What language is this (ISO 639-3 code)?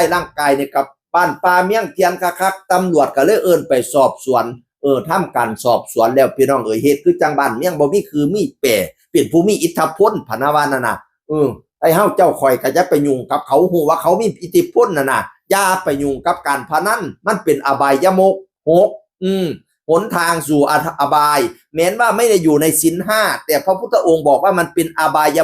tts